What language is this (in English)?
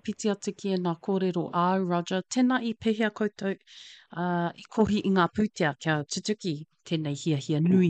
Māori